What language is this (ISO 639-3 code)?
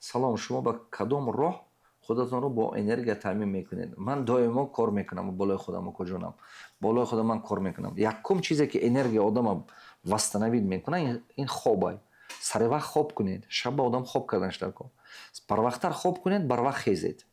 tgk